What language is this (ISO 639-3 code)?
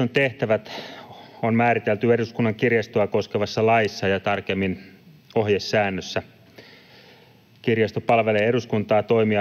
fin